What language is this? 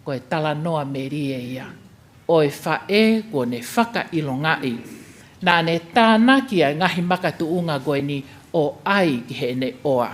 Tongan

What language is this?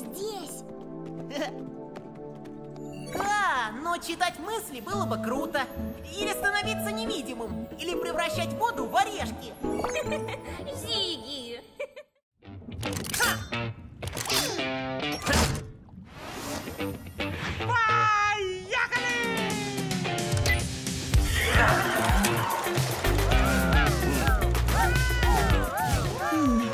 Russian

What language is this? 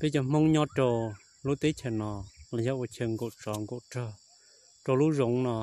Hmong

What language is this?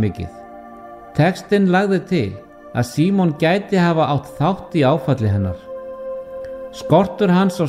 Icelandic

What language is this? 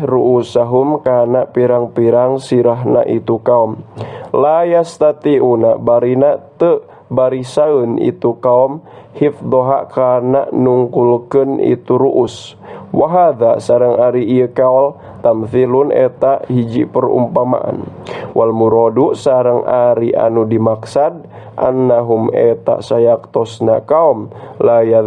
Sundanese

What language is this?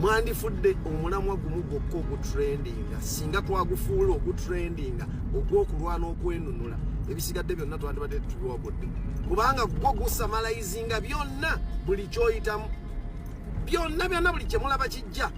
Ganda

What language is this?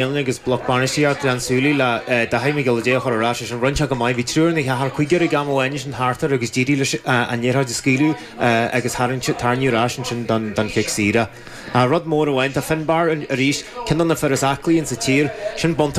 Irish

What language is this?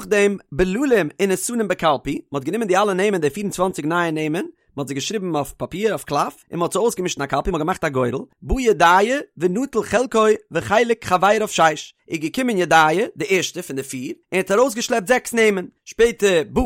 Yiddish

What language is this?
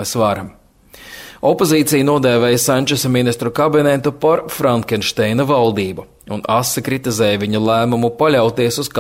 Latvian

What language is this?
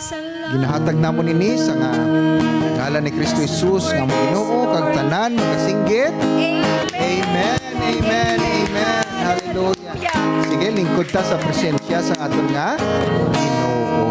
Hiligaynon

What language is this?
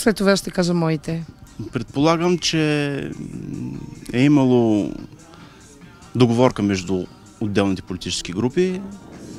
Bulgarian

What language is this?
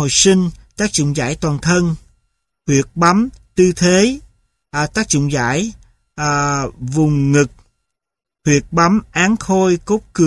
Vietnamese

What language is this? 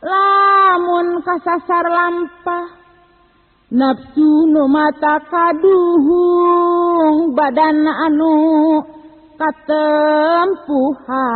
Sundanese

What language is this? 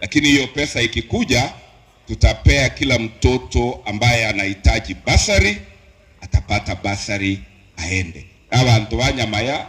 Gusii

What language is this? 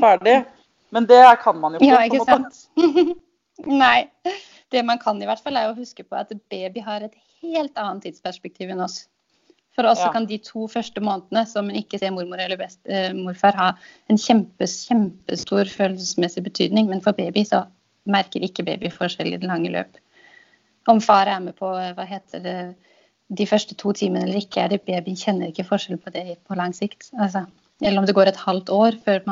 Norwegian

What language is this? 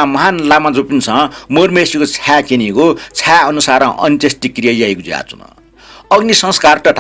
Newari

